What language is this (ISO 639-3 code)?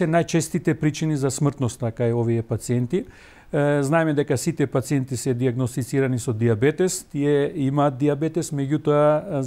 mkd